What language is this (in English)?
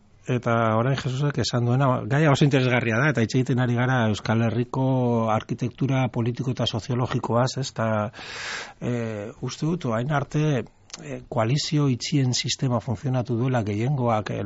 Basque